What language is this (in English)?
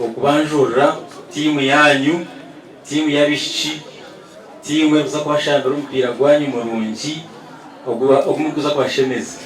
Nyankole